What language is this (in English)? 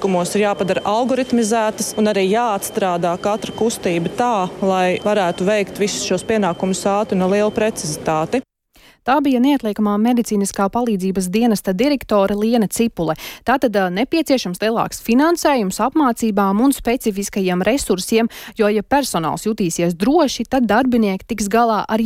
Latvian